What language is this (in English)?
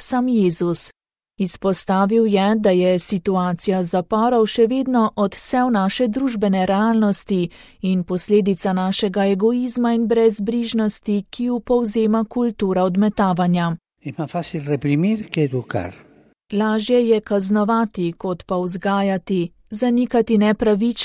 Slovenian